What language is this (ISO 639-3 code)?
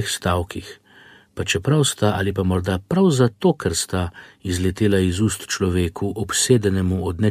slv